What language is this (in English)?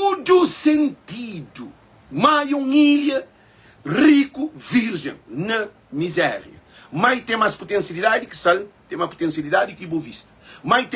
Kabuverdianu